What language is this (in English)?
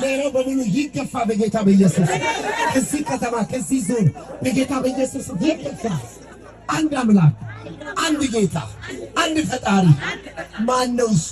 Amharic